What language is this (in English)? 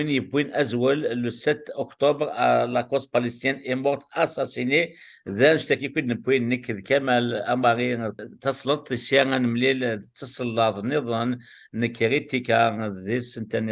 Kabyle